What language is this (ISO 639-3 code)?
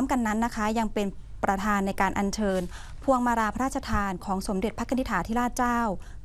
tha